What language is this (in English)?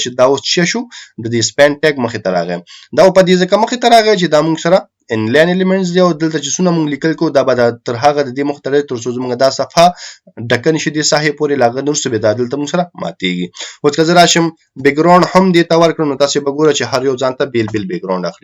Pashto